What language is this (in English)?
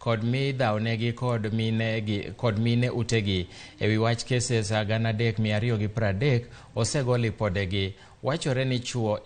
Luo (Kenya and Tanzania)